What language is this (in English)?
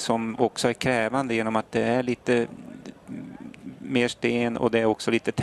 Swedish